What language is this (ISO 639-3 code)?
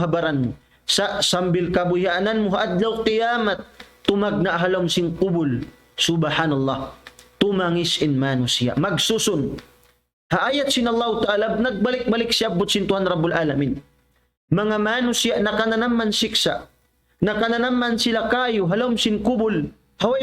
tsg